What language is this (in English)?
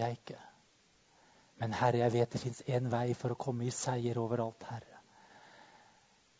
Norwegian